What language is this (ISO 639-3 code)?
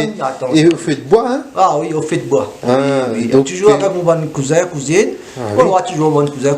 rcf